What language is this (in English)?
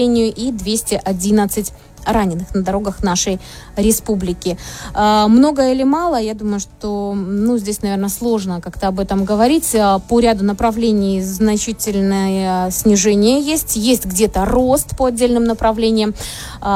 Russian